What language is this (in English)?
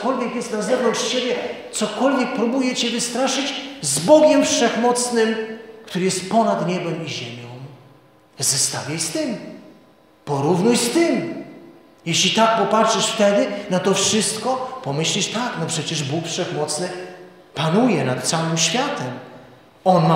Polish